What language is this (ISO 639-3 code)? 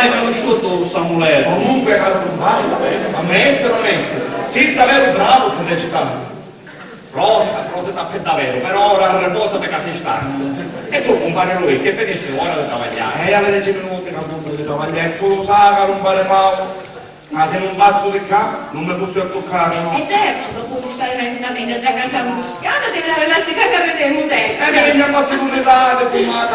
scn